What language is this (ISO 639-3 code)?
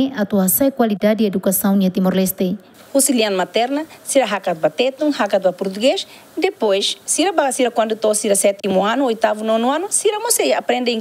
tet